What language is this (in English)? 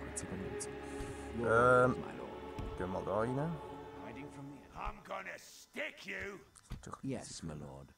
Swiss German